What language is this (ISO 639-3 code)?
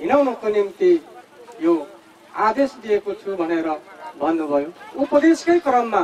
nep